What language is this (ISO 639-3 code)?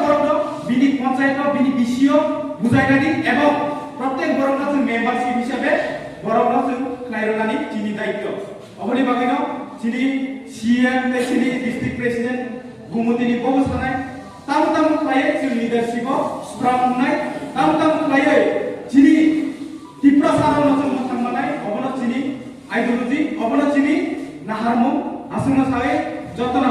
trp